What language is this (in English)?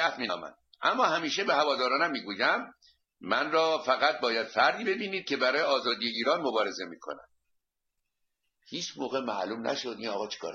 Persian